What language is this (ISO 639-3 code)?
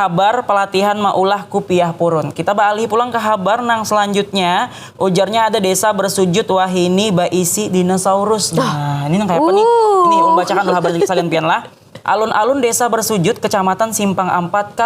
bjn